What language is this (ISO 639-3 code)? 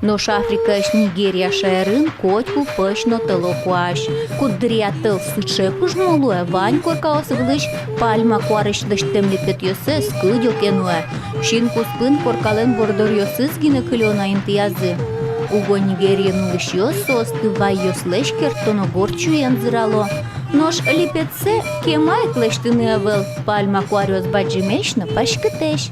udm